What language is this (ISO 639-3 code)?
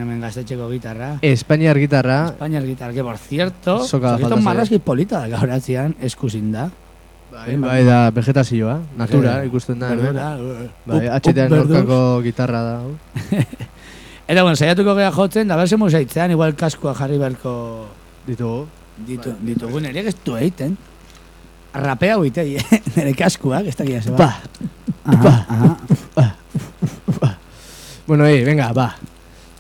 eus